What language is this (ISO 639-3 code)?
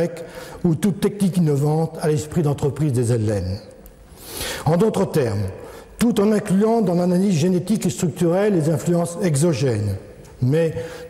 fra